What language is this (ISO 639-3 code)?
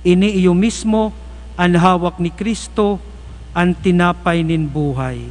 bik